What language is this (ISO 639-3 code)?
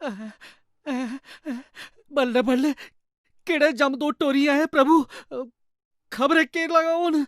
doi